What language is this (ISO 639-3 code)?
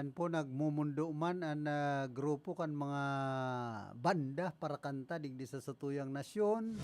bik